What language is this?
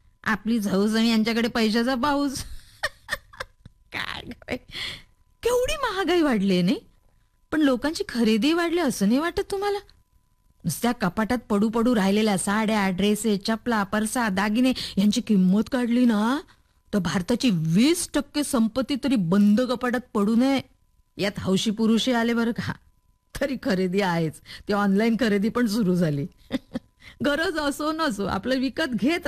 Marathi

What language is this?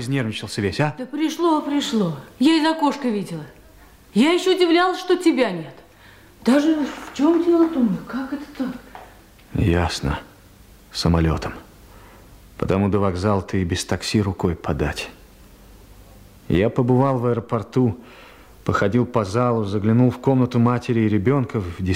Russian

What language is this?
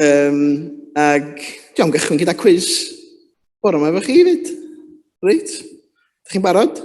Welsh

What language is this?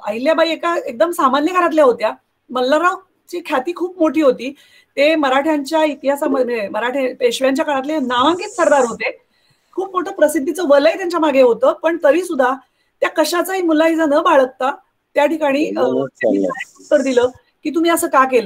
Marathi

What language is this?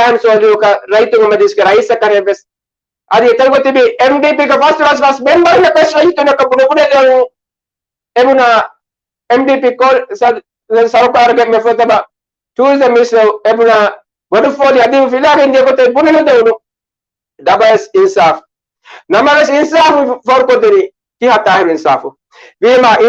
Divehi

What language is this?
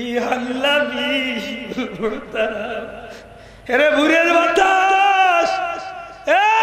Sylheti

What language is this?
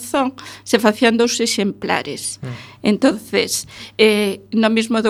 Galician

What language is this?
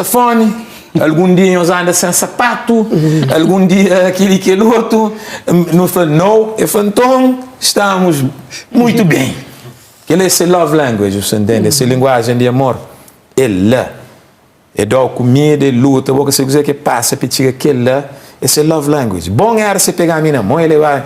Kabuverdianu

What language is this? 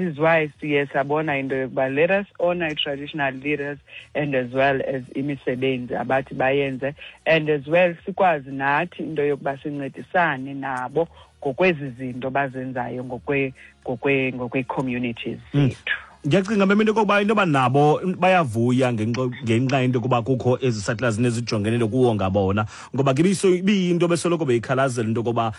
Xhosa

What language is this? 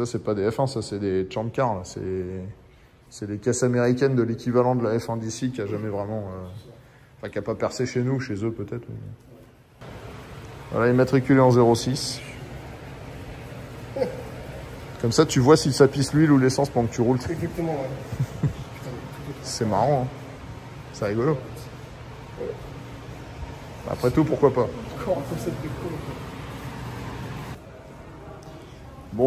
French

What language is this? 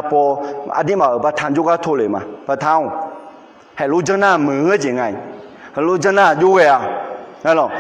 Akha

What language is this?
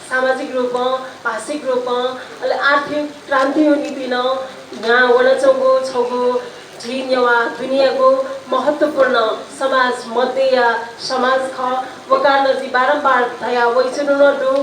Newari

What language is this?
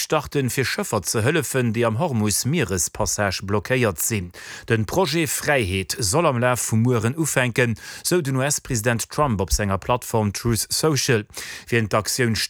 Luxembourgish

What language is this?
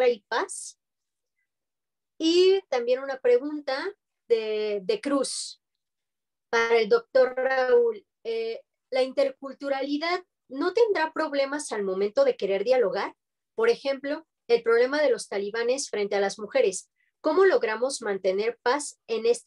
Spanish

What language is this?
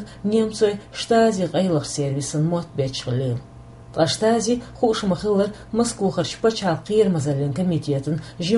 Chechen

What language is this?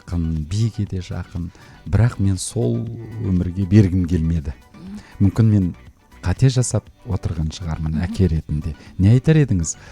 Kazakh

